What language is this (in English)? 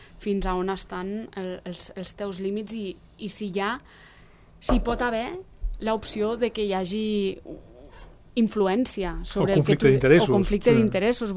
Catalan